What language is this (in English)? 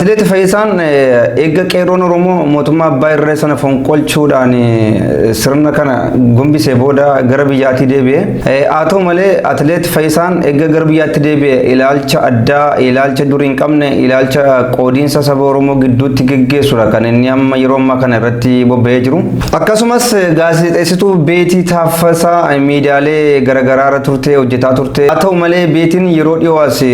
Oromo